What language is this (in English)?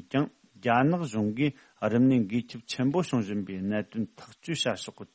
Tibetan